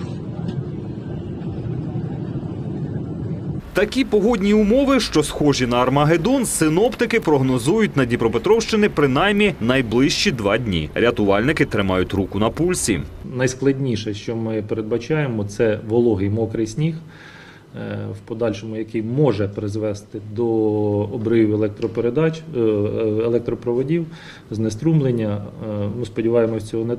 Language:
Ukrainian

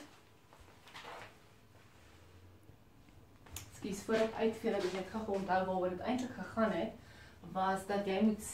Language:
Afrikaans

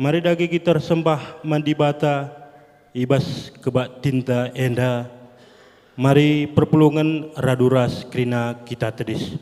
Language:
Batak Karo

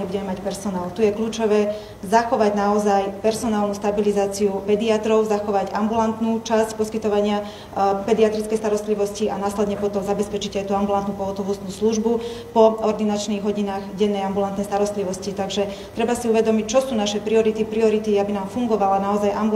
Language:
Slovak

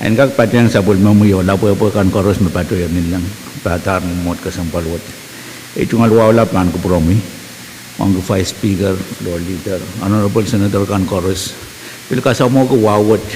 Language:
Pohnpeian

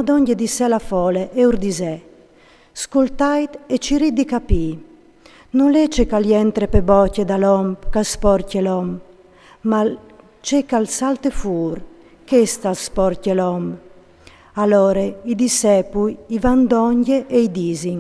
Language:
Friulian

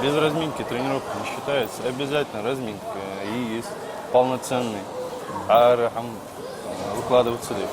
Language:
Ingush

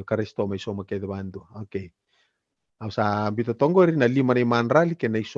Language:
Fijian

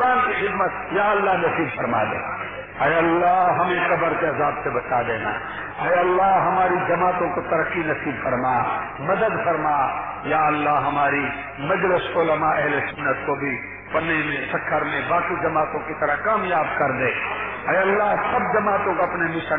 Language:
Urdu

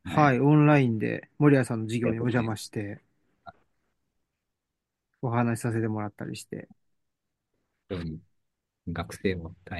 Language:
Japanese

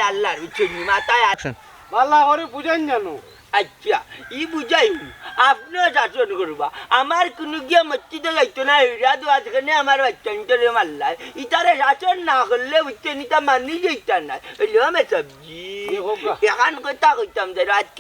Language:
Sylheti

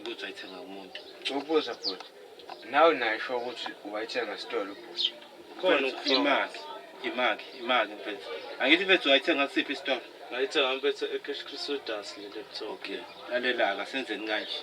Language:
Zulu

